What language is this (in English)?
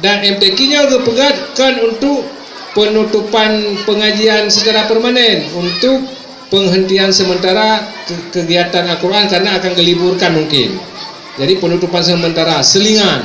Achinese